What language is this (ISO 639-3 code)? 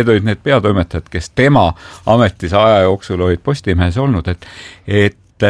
est